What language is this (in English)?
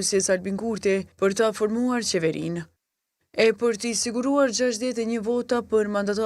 Albanian